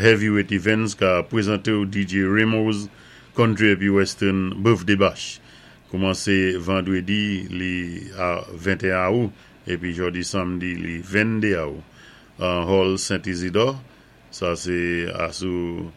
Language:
Saint Lucian Creole French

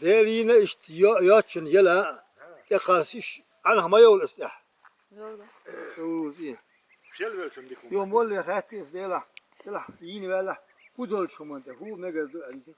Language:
Chechen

